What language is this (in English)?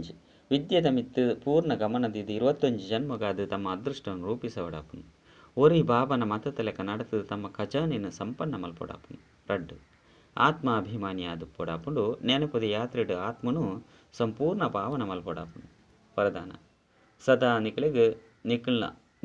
Tulu